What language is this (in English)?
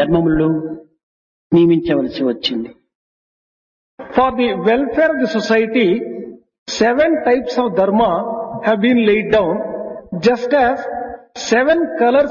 Telugu